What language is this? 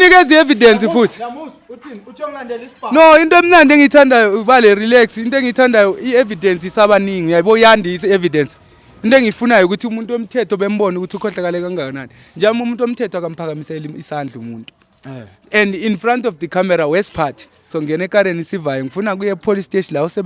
Zulu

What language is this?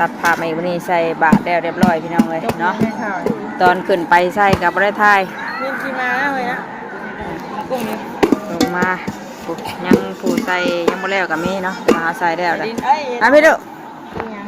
Northeastern Thai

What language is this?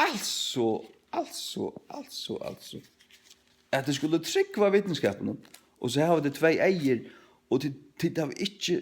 Faroese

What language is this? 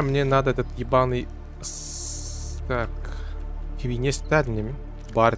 Yakut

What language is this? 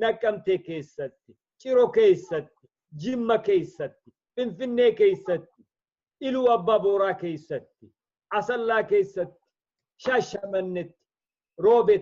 Oromo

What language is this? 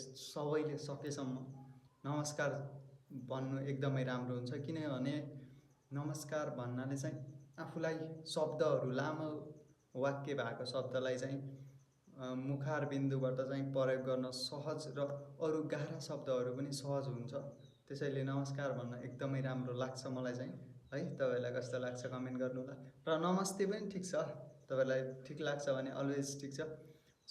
Nepali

